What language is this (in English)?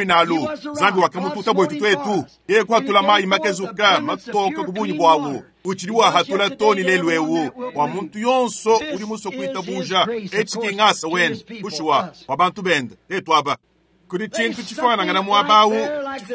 Luba-Lulua